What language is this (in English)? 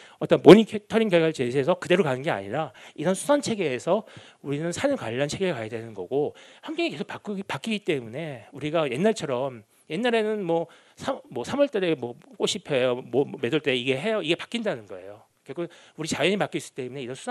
Korean